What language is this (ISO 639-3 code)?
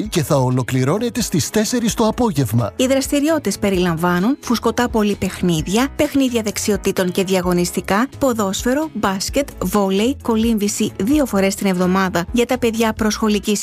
ell